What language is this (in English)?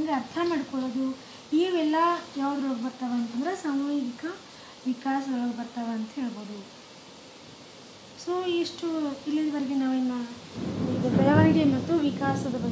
Kannada